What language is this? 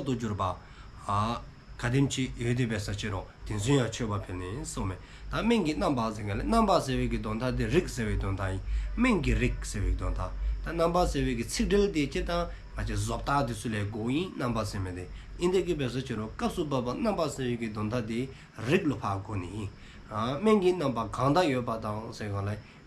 Dzongkha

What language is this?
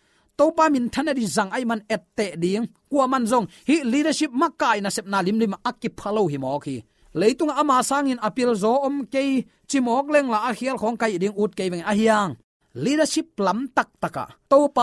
Tedim Chin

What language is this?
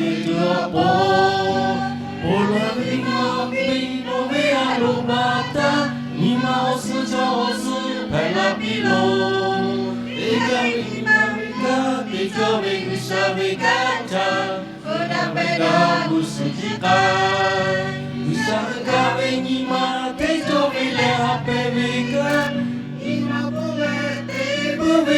Lahu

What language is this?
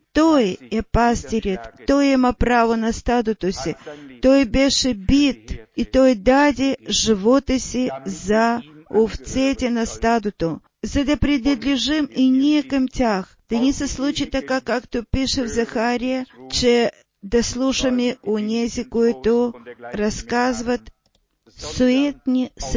Bulgarian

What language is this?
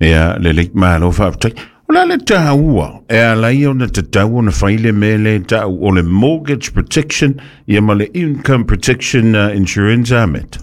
Samoan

